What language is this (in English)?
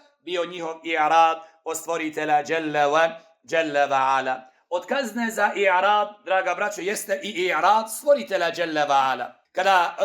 Bosnian